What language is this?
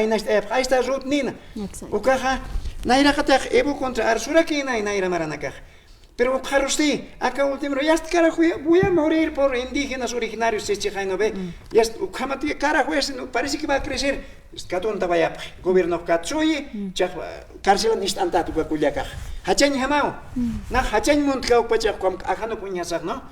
Aymara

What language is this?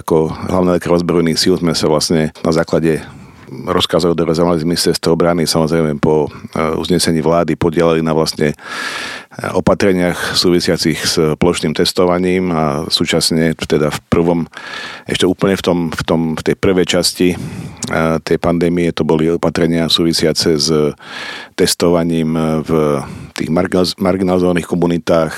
Slovak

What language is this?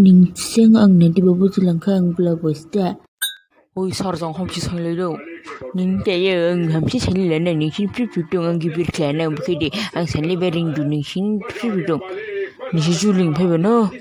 Dimasa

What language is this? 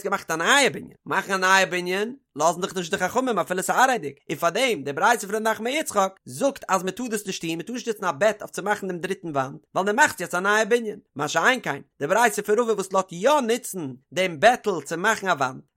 Yiddish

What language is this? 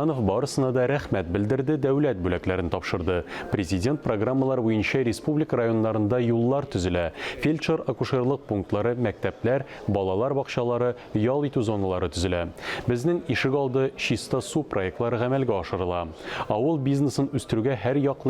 Tatar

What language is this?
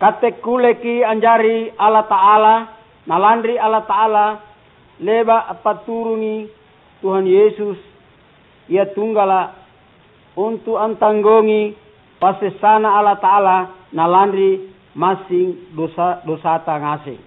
Makasar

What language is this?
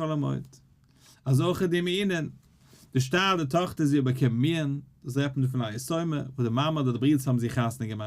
Yiddish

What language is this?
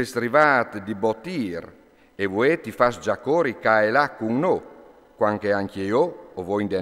Friulian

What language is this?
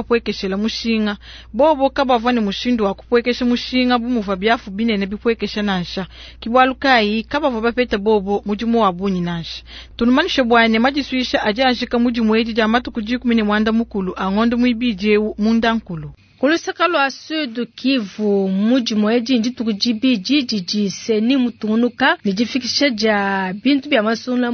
Luba-Lulua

